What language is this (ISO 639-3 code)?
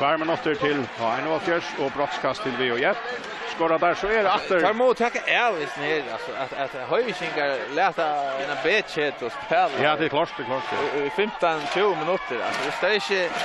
fao